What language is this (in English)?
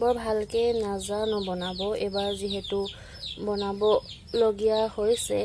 Assamese